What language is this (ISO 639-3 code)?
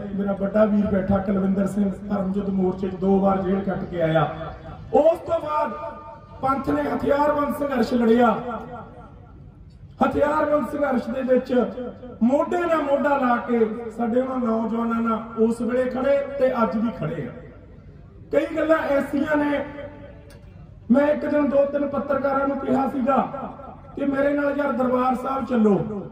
pan